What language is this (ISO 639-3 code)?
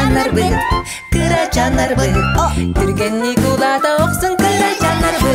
sah